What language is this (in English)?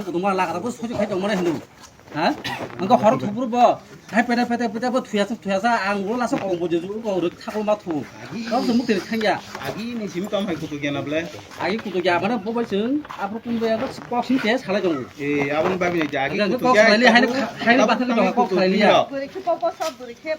Kok Borok